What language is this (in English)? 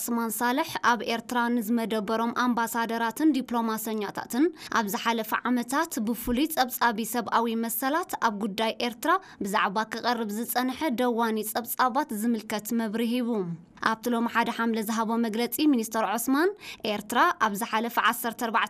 Tigrinya